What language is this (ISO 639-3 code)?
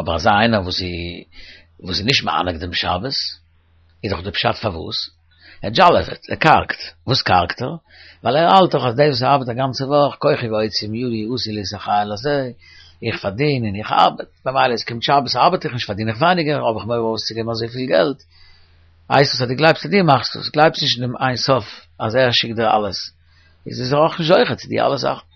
yid